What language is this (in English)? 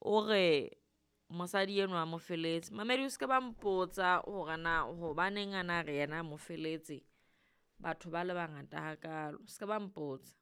Southern Sotho